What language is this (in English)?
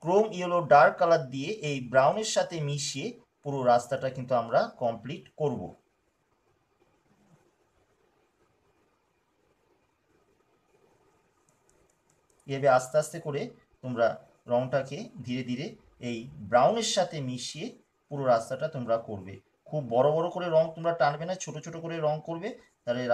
Bangla